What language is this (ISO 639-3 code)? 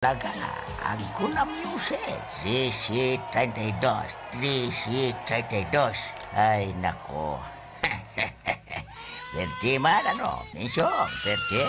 bik